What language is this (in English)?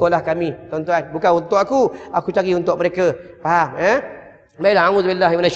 Malay